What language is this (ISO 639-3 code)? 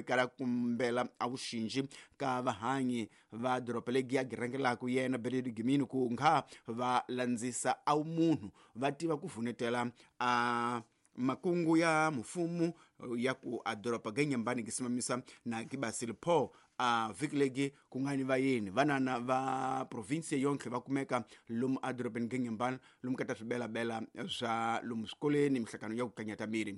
tso